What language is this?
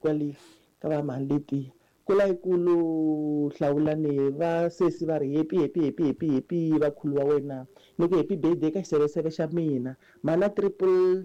Tsonga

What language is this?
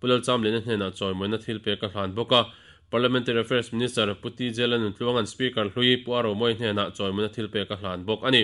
Mizo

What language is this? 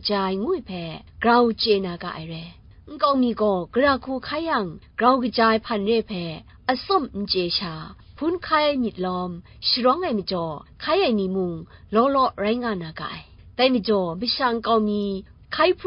Kachin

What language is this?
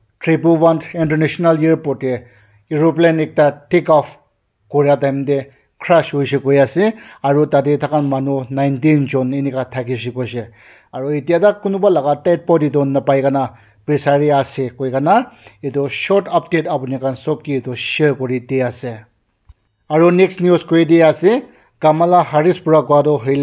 Naga Pidgin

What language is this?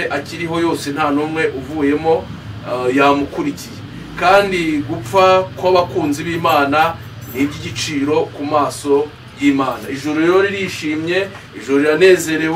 Kinyarwanda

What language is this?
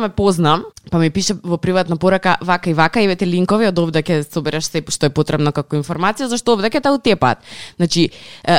Macedonian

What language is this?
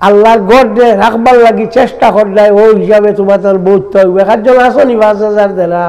Sylheti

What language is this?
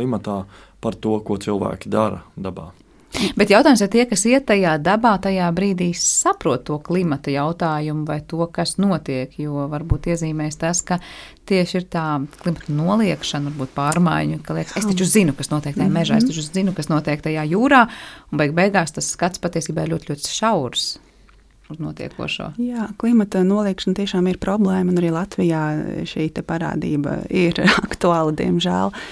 Latvian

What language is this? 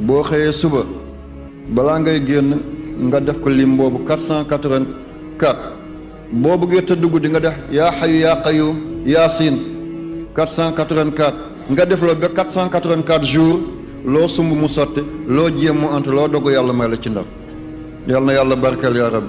Wolof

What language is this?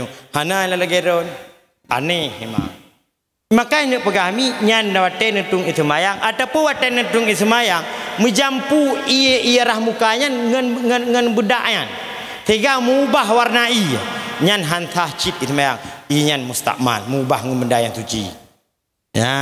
Achinese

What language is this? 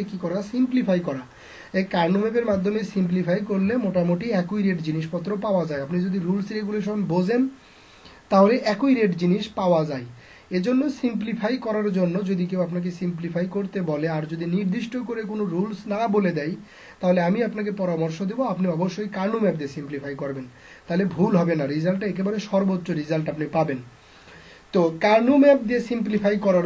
Bangla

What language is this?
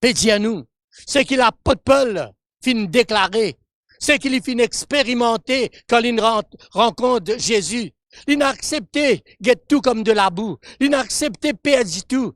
Morisyen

